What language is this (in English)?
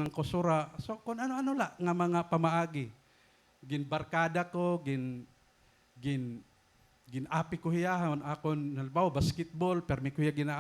Waray